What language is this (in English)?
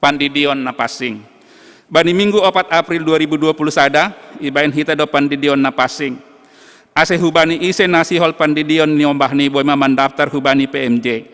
Batak Simalungun